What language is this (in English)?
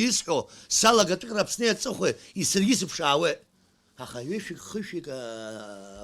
Abkhazian